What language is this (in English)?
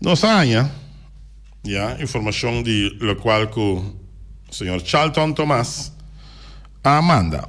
Papiamento